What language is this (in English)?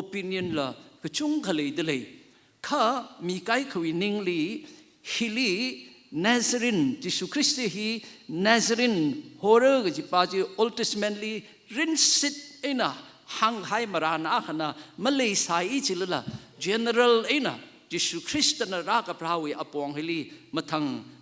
Tangkhul Naga (India)